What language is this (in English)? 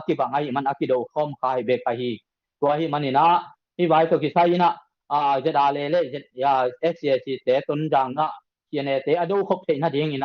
Tedim Chin